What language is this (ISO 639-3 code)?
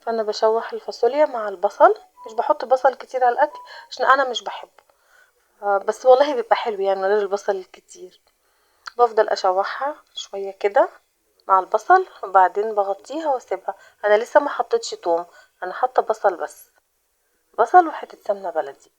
arz